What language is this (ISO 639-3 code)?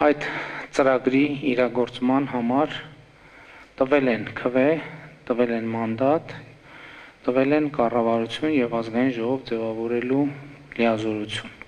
hye